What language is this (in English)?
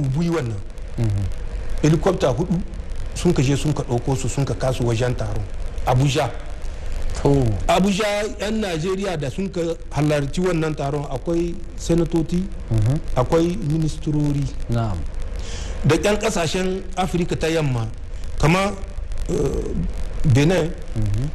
Hausa